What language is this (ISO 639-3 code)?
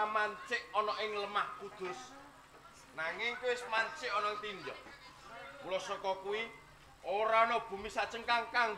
jav